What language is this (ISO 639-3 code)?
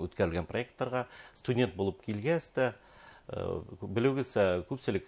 bak